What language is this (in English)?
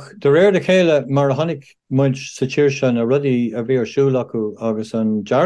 Irish